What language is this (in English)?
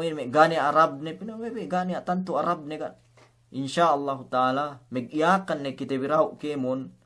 Yakan